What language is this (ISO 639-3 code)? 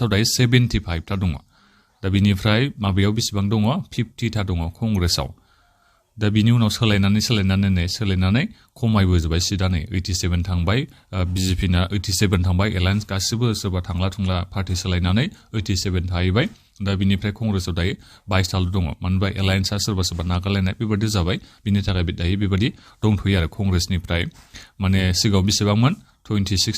brx